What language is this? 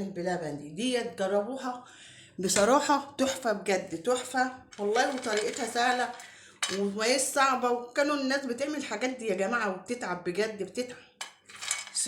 Egyptian Arabic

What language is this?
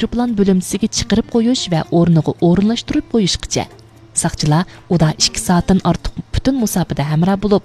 Uyghur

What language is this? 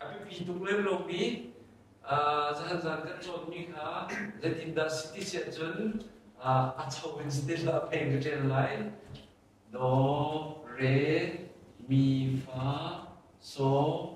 Hakha Chin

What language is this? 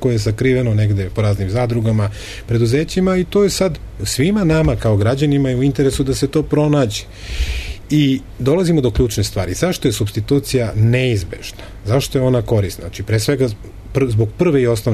Serbian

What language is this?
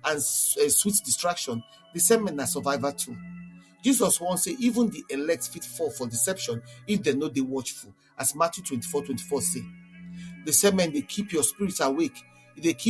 Nigerian Pidgin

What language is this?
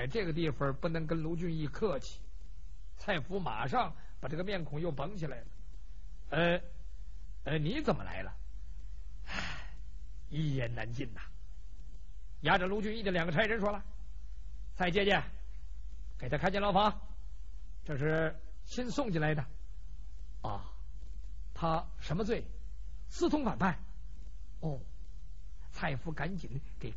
Chinese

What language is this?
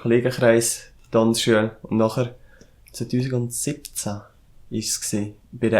Swiss German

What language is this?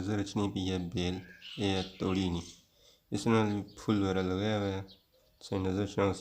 Pahari-Potwari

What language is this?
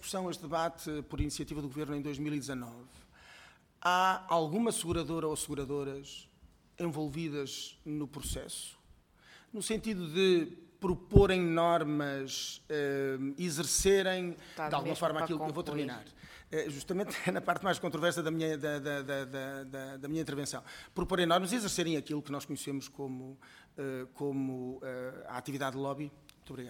Portuguese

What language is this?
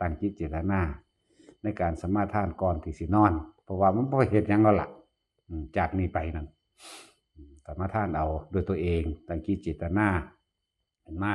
Northeastern Thai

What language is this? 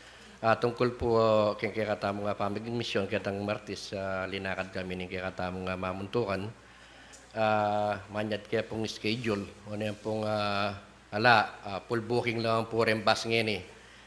Pampanga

